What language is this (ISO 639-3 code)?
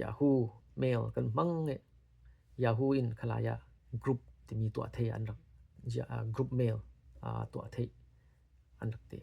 cfm